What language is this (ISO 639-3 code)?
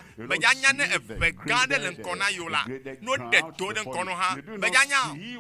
ewe